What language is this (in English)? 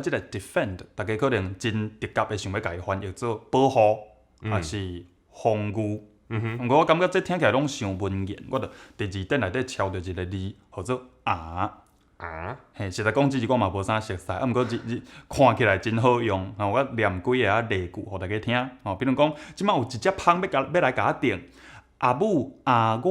Min Nan Chinese